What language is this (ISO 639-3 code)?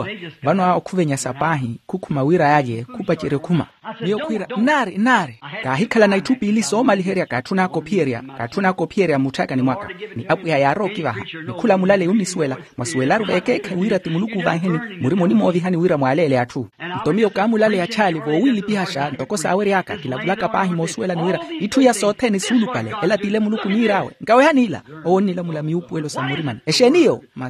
vmw